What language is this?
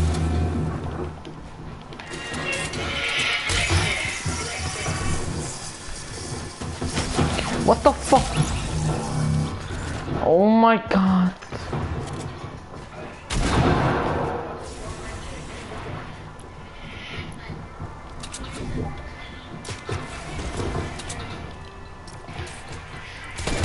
Icelandic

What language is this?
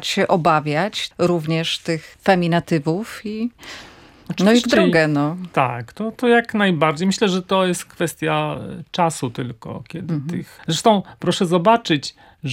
Polish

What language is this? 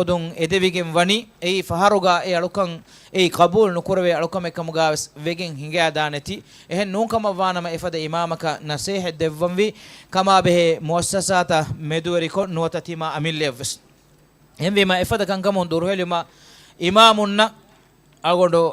Divehi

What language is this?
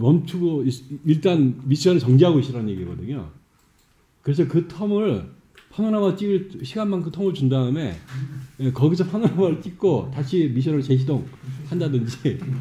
Korean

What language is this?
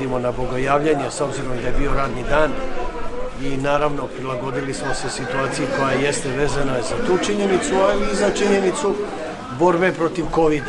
Serbian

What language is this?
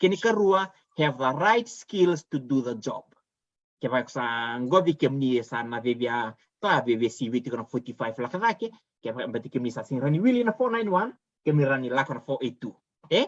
Fijian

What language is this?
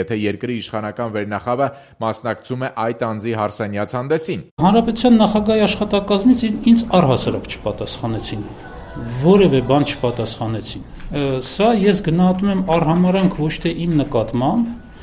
Armenian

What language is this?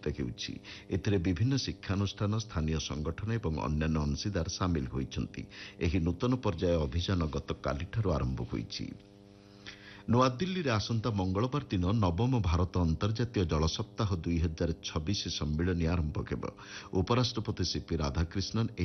Odia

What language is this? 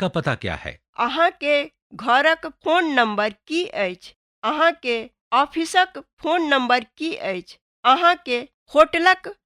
Maithili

